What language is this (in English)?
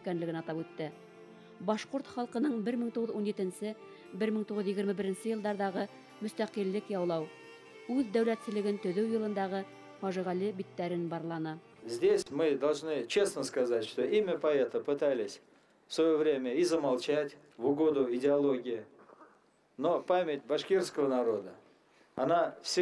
Bashkir